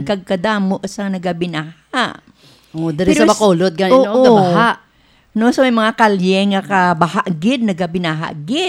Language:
Hiligaynon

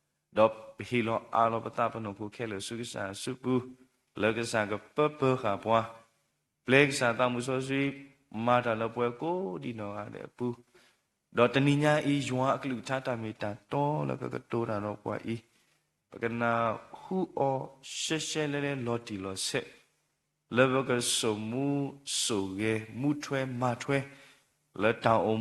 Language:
S'gaw Karen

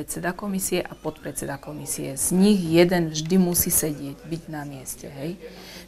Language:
Slovak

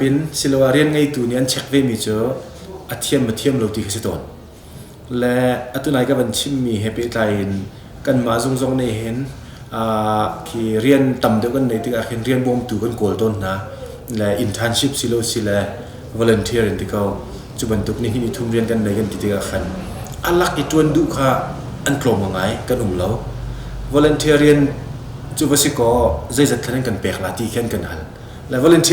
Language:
Hakha Chin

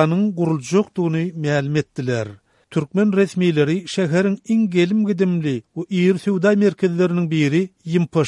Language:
Turkmen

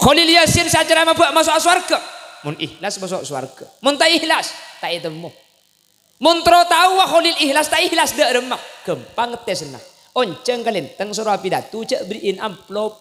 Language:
Madurese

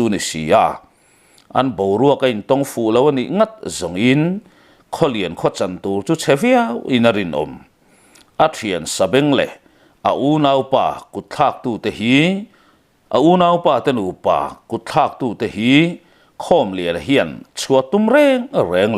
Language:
Mizo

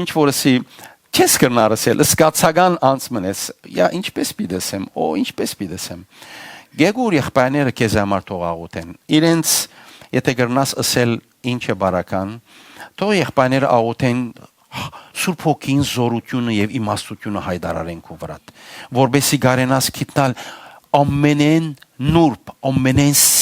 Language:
Western Armenian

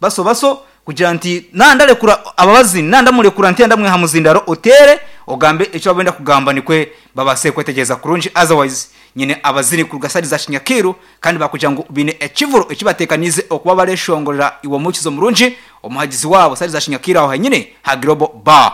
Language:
Nyankole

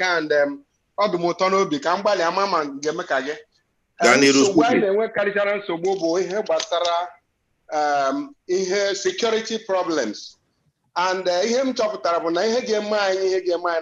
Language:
Igbo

